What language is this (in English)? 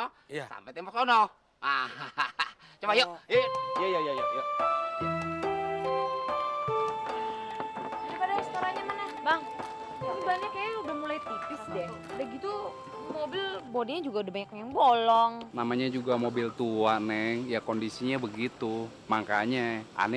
Indonesian